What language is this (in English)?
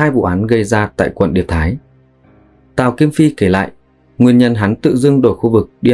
Vietnamese